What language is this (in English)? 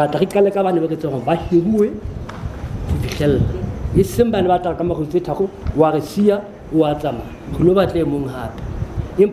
Southern Sotho